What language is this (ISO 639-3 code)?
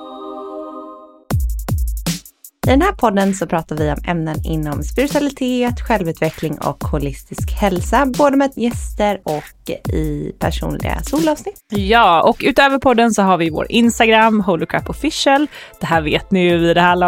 swe